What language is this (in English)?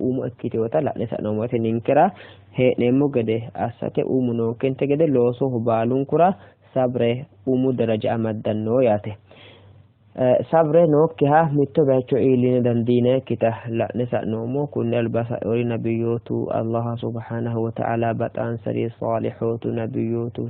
Sidamo